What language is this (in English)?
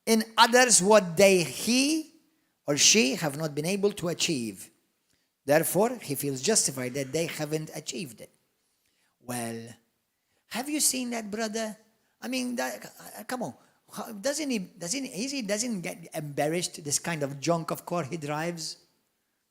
English